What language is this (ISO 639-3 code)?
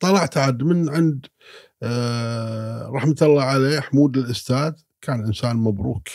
afb